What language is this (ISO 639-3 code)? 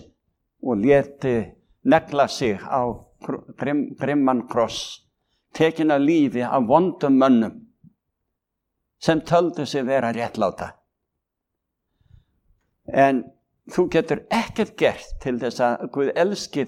isl